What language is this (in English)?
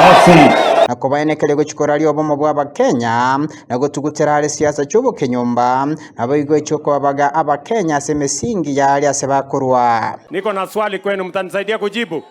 Gusii